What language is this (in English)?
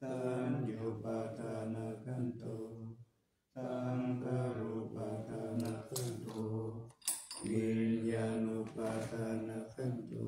Pali